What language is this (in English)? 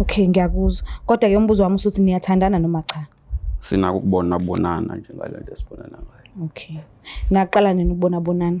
Zulu